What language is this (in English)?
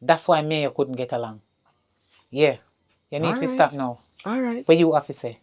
Jamaican Creole English